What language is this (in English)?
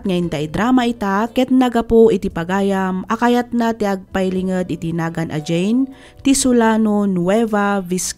Iloko